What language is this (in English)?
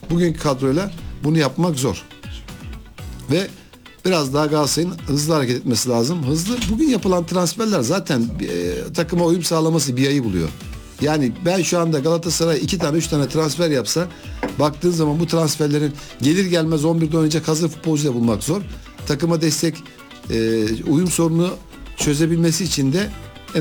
Turkish